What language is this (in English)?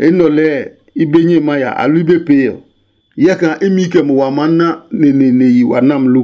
Adangme